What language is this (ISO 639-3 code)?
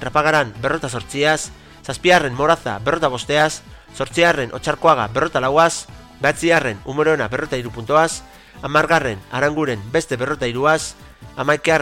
eus